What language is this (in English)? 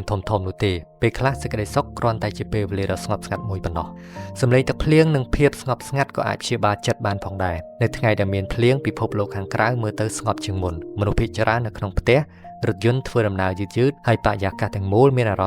Khmer